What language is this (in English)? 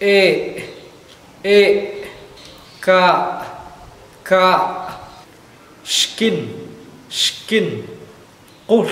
Achi